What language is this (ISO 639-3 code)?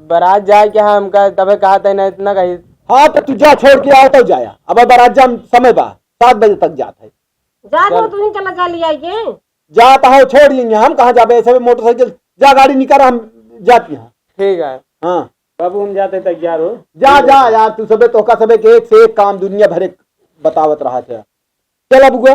awa